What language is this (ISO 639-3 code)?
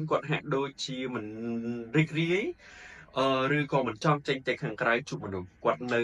khm